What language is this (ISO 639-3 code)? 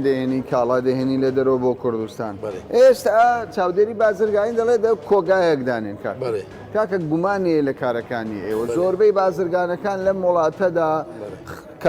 ckb